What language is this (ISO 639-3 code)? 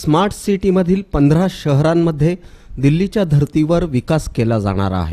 mar